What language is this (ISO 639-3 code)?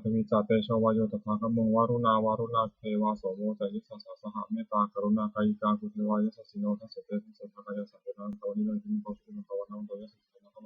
pli